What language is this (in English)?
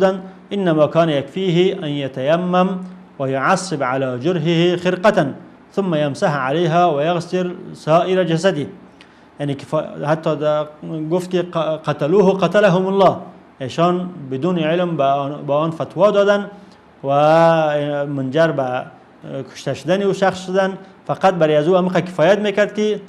Persian